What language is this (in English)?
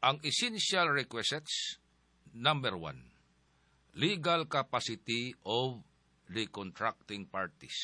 Cebuano